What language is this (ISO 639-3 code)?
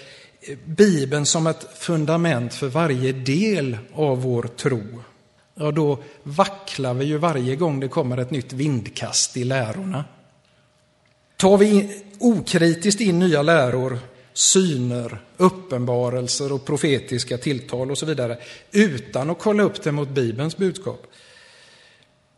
swe